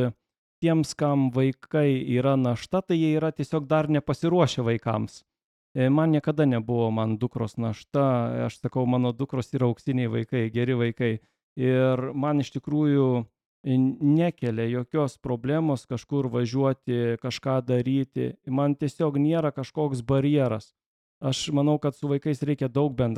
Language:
Lithuanian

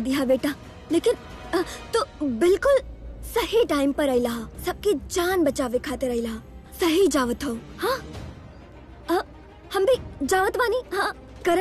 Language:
Bhojpuri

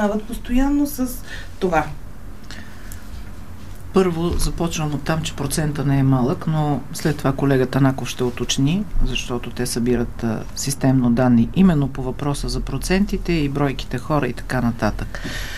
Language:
Bulgarian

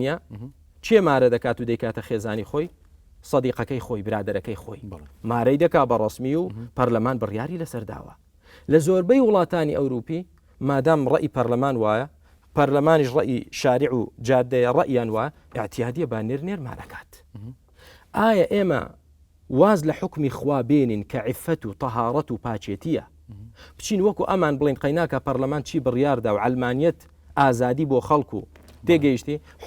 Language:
Central Kurdish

